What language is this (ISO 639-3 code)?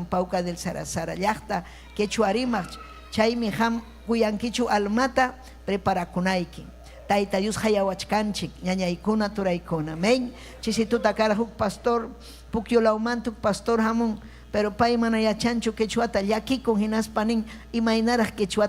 quy